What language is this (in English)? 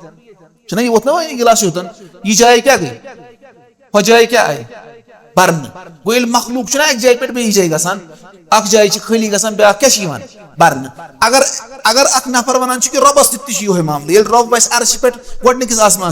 Kashmiri